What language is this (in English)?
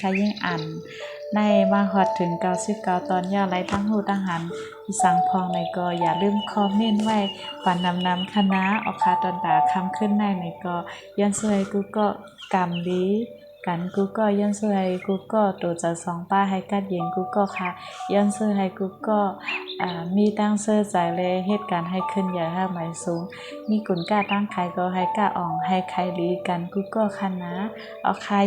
Shan